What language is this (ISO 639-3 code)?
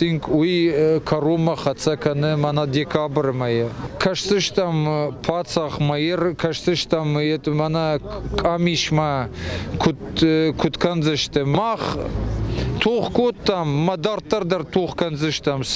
oss